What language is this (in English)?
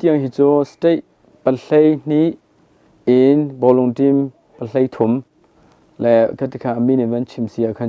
Hakha Chin